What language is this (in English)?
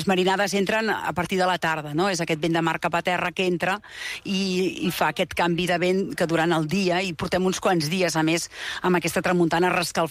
Catalan